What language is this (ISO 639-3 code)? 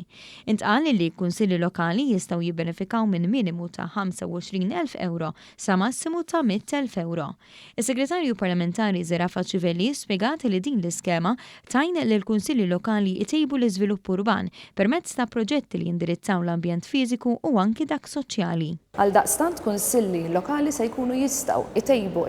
mlt